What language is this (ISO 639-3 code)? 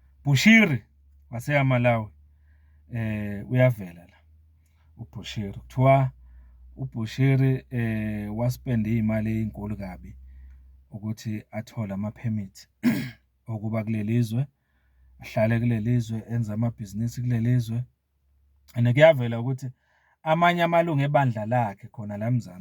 zul